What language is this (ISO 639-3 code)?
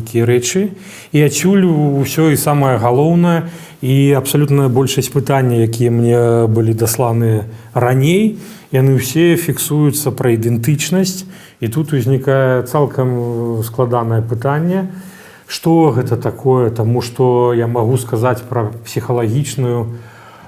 bel